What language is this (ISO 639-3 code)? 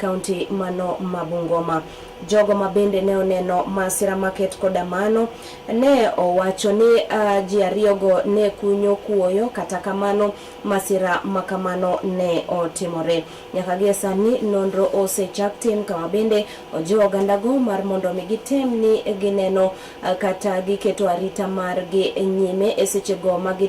luo